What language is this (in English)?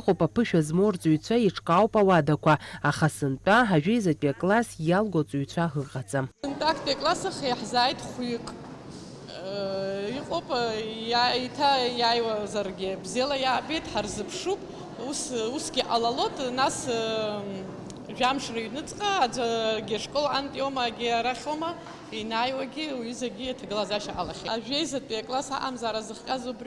Abkhazian